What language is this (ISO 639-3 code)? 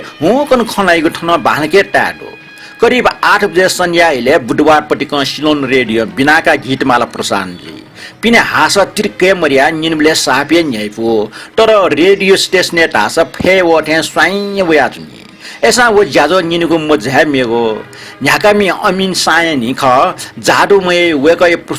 new